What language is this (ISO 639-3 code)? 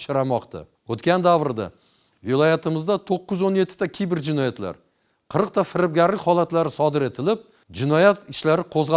uzb